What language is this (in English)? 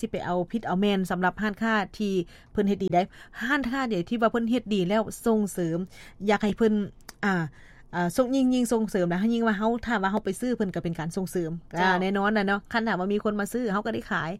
Lao